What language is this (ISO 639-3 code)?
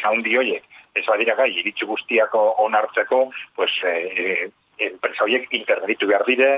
eus